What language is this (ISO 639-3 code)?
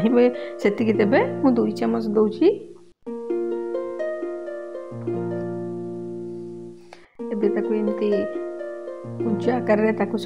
ori